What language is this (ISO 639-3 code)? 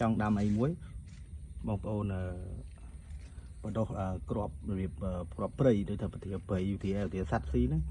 khm